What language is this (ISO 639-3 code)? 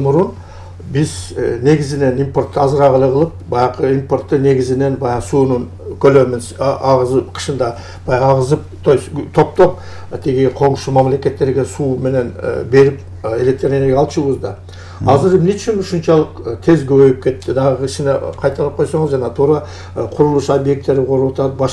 kir